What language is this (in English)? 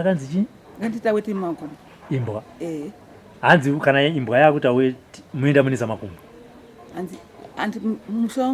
Shona